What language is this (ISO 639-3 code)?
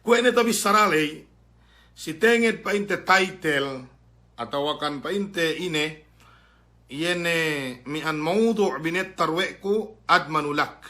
yka